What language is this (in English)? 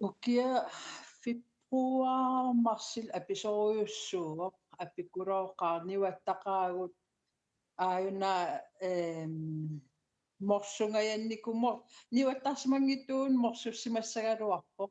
Kalaallisut